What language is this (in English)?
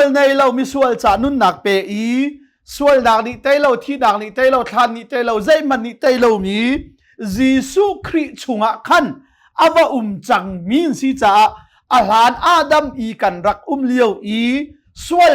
Hakha Chin